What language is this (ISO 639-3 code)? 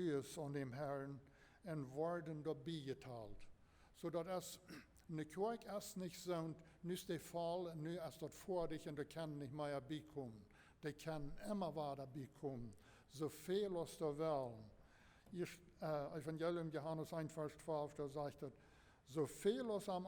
pdt